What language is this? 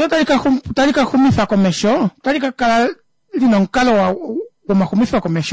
Kuanyama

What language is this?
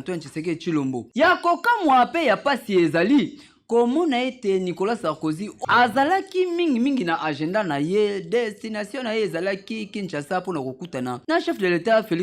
Lingala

